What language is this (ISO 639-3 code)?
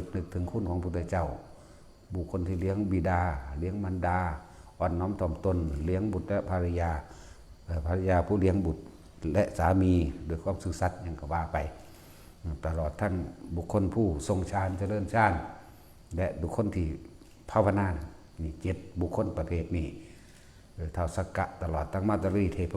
lao